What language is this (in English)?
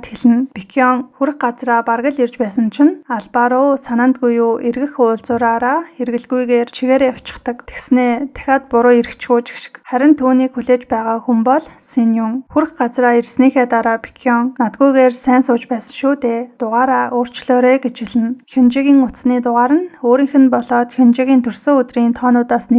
Mongolian